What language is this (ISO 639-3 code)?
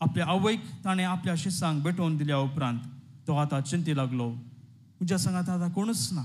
kok